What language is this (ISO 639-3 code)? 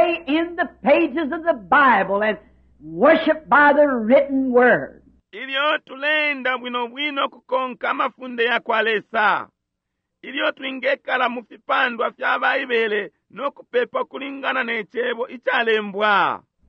bem